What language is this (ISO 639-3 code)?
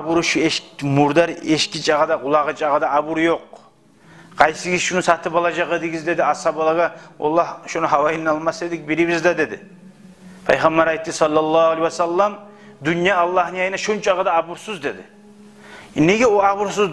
kum